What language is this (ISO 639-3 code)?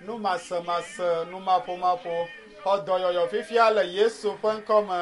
ewe